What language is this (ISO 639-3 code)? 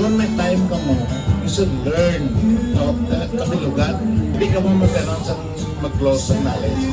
hil